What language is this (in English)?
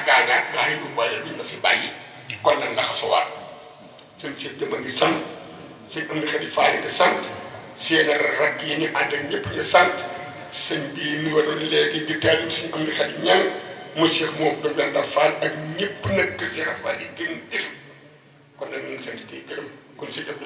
Wolof